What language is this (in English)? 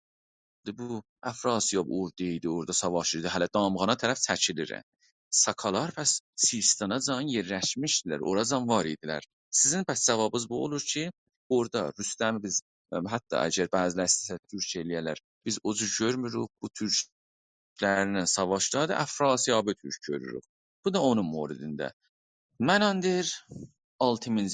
South Azerbaijani